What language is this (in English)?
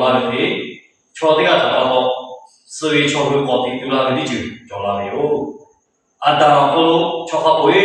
Lahu